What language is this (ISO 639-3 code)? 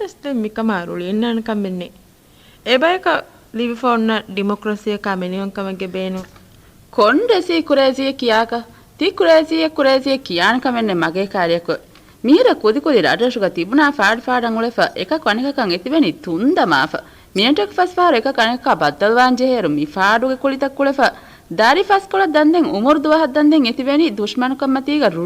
div